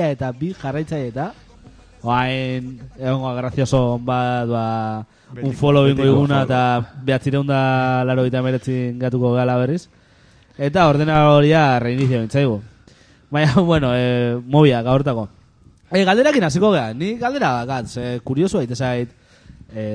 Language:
Basque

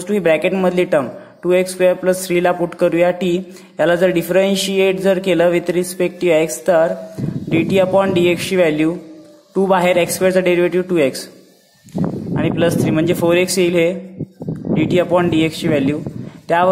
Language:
Marathi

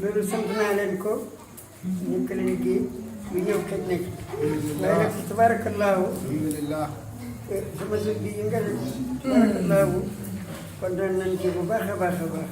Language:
Wolof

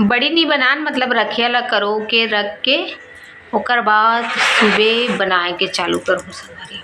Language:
Chhattisgarhi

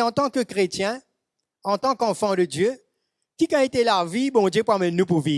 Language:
Morisyen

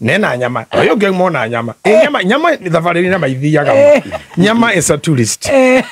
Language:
Kikuyu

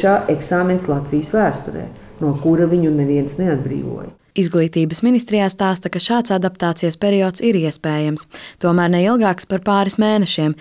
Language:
Latvian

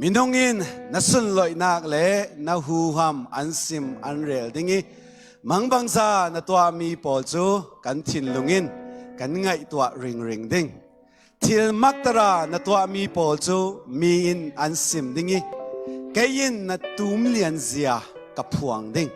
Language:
Falam Chin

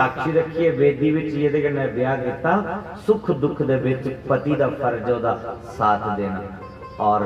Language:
Dogri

